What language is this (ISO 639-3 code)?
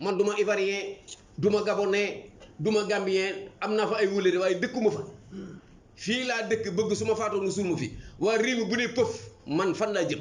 wol